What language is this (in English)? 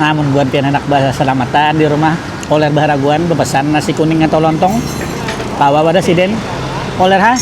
Banjar